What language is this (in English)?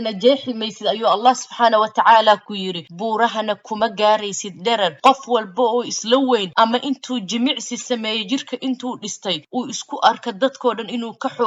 Somali